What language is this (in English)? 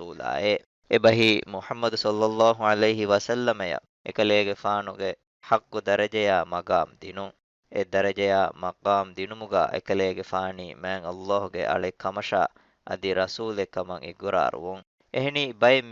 Divehi